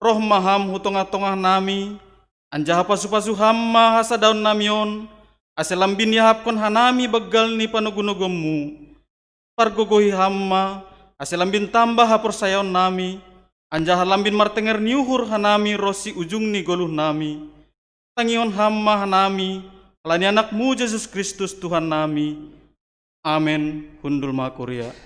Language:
Batak Simalungun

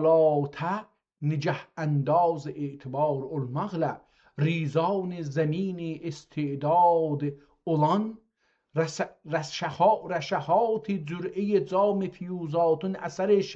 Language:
South Azerbaijani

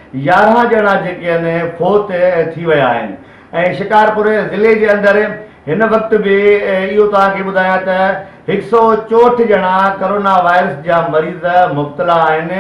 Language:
Sindhi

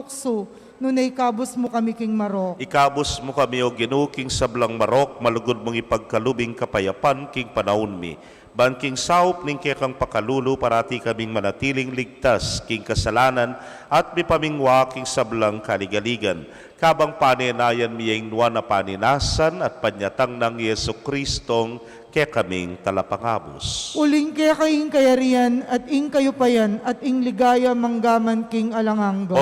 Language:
Pampanga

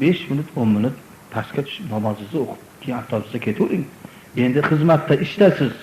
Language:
Uzbek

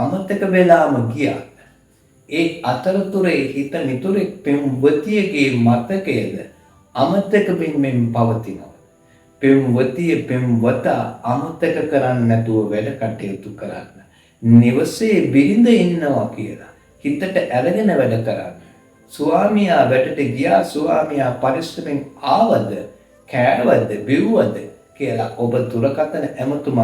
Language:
Sinhala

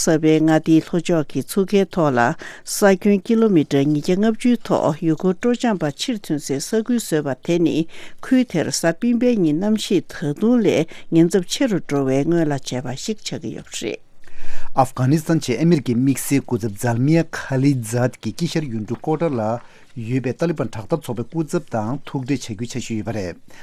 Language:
Tibetan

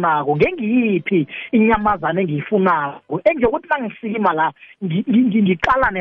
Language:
South Ndebele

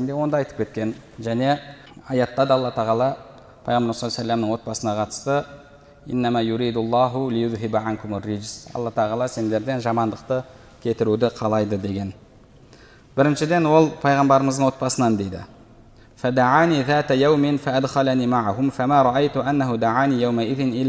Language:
Kazakh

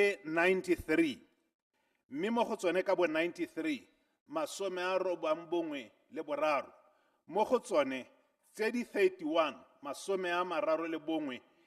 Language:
Tswana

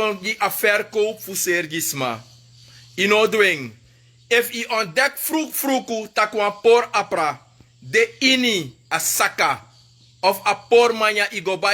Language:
Sranan Tongo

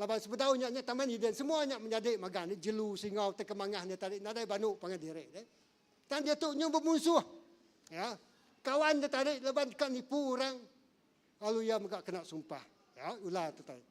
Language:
Iban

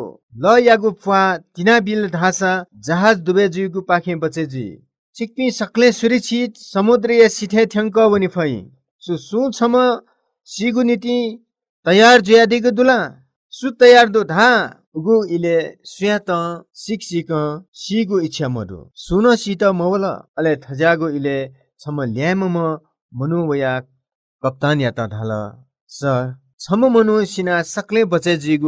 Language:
Newari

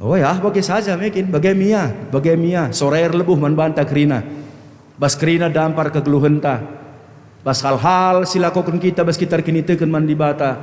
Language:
Batak Karo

